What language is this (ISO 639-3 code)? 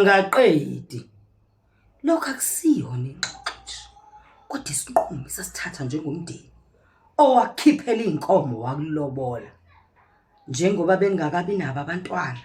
zul